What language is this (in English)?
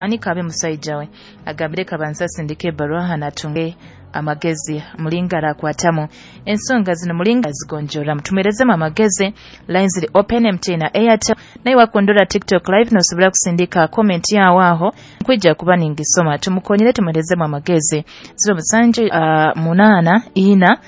Nyoro